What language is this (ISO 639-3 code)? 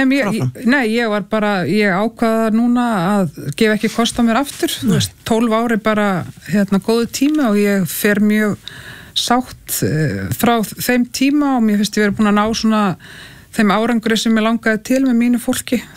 isl